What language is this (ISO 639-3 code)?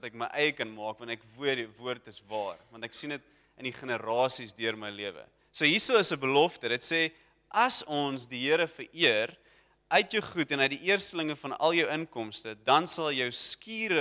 afr